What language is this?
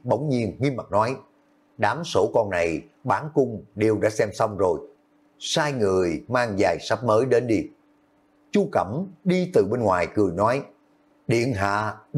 Vietnamese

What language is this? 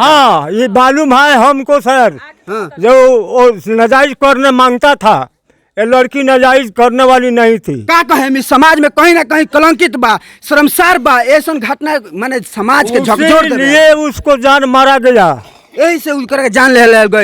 Bhojpuri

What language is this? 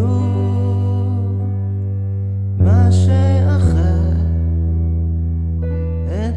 Hebrew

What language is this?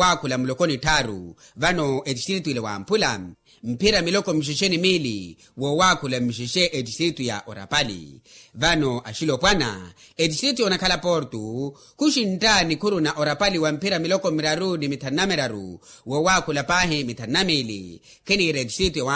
Makhuwa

